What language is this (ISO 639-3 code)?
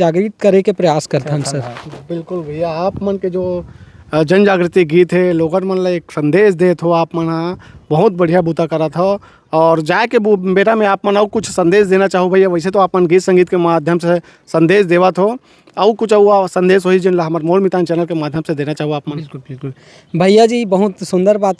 hne